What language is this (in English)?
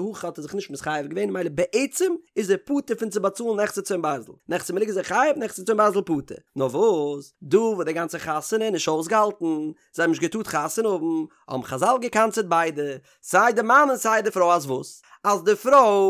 Yiddish